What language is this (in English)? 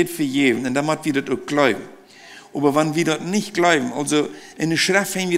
Plautdietsch